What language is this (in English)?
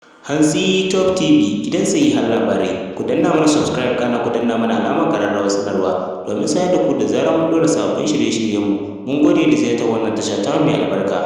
Hausa